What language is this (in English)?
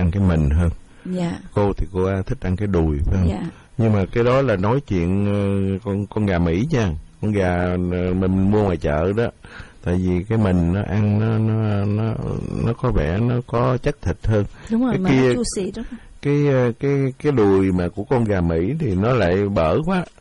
Vietnamese